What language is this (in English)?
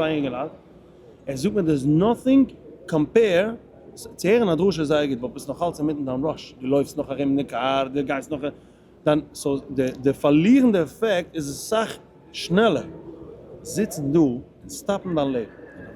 Yiddish